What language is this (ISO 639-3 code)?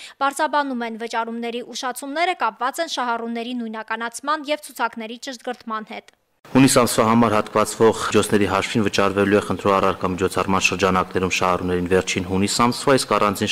hye